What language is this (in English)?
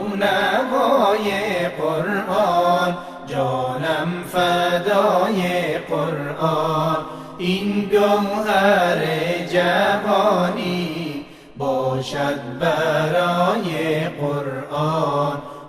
Persian